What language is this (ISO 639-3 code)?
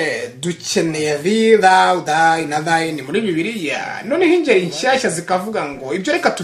kin